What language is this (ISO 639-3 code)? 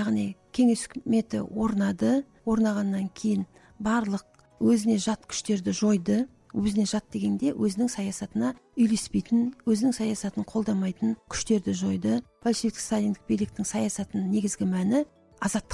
kaz